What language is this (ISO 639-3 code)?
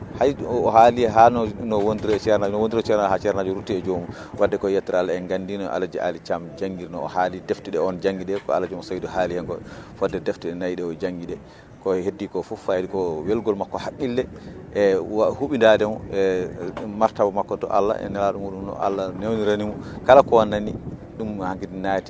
ful